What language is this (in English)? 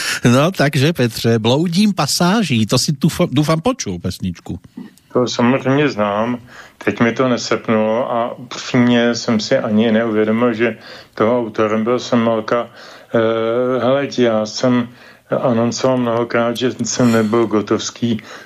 Czech